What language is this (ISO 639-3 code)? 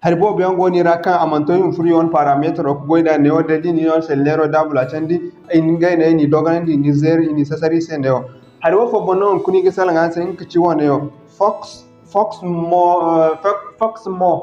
dje